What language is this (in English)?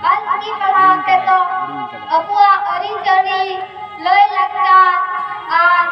Santali